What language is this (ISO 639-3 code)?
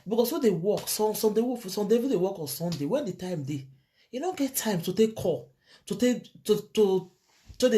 pcm